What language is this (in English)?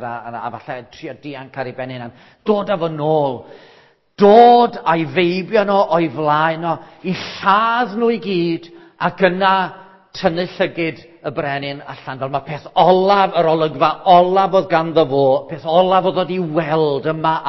Welsh